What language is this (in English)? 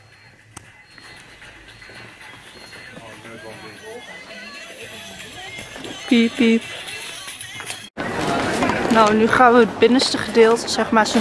Dutch